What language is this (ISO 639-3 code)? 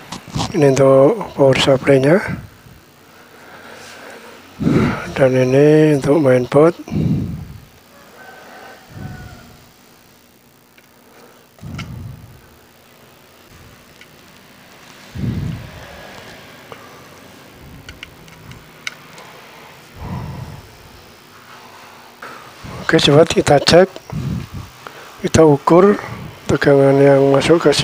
ind